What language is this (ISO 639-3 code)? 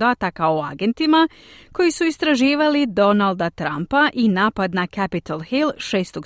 hrv